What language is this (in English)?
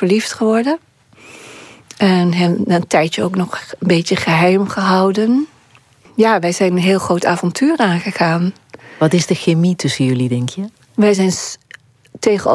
Dutch